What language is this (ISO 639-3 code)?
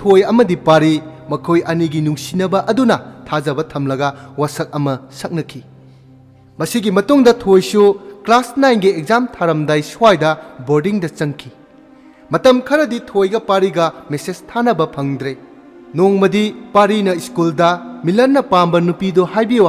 mni